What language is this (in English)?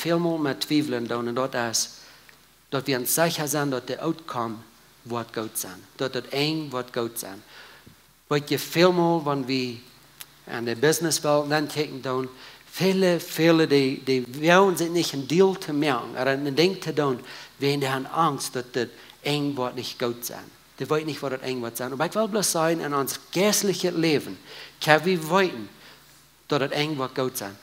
Plautdietsch